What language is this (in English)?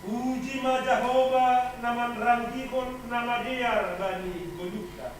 Batak Simalungun